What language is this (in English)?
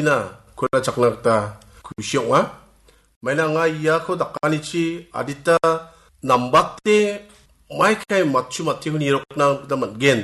Garo